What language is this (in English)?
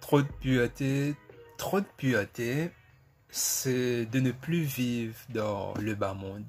Morisyen